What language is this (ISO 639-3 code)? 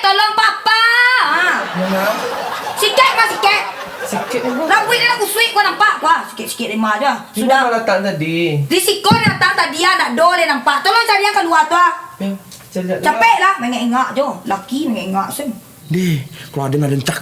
min